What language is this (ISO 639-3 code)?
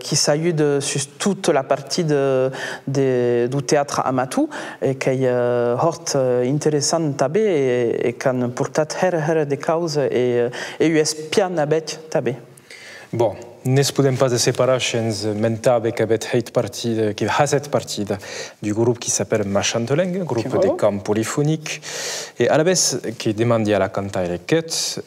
oci